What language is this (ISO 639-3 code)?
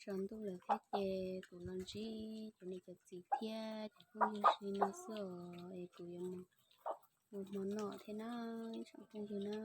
hmn